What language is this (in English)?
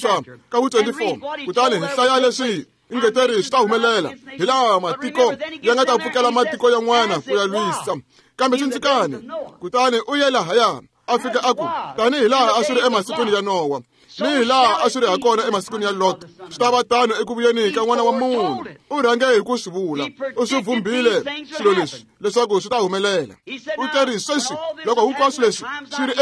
Tsonga